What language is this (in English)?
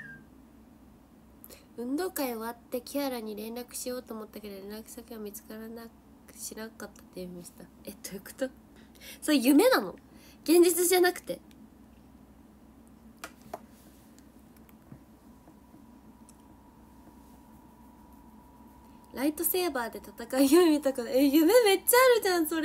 Japanese